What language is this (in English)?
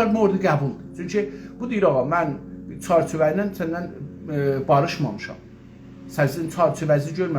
South Azerbaijani